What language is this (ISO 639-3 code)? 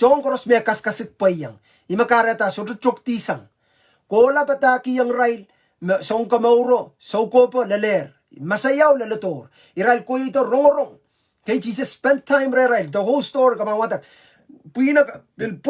pon